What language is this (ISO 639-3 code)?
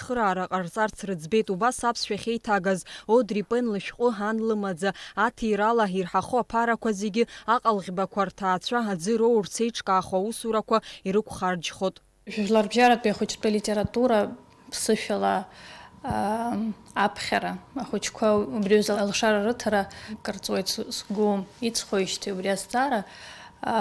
abk